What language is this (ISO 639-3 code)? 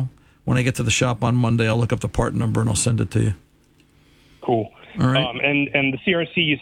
eng